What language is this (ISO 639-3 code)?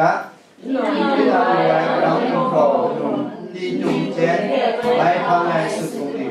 kac